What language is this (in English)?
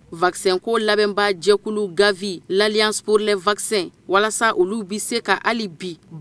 Bambara